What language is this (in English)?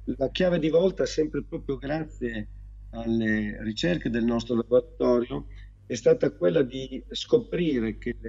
Italian